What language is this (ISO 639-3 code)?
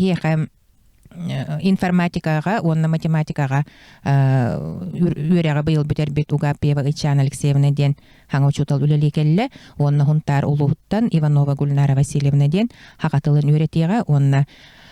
sah